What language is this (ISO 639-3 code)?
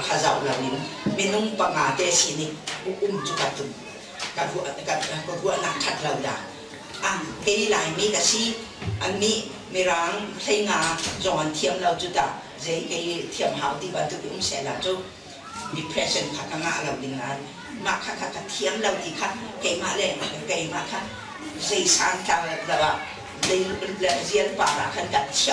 cnh